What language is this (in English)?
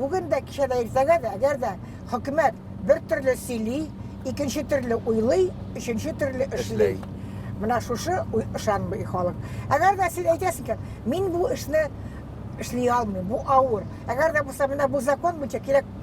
Bashkir